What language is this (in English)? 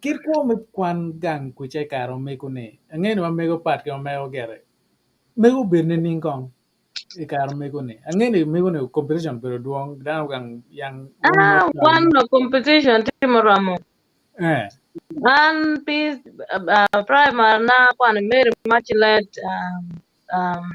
Acoli